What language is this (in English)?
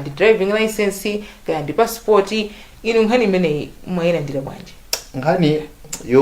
Nyanja